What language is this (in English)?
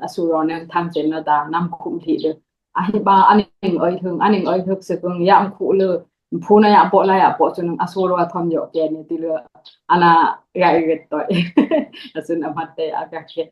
Dimasa